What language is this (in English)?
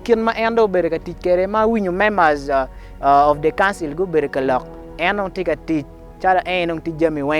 Acoli